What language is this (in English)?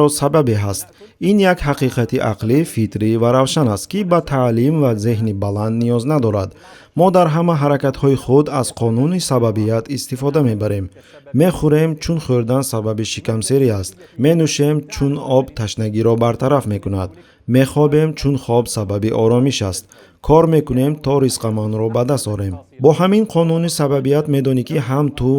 Tajik